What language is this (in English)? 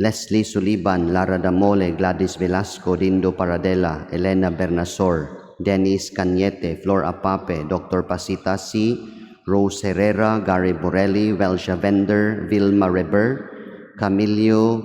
Cebuano